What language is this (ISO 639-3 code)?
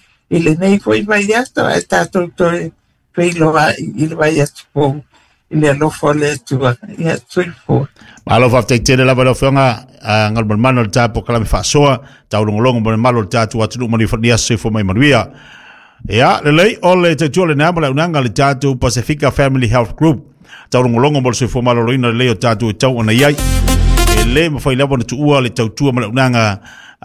smo